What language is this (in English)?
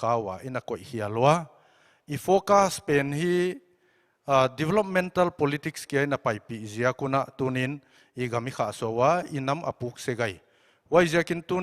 Paite Chin